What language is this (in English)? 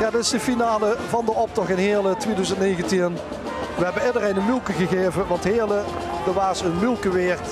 Limburgish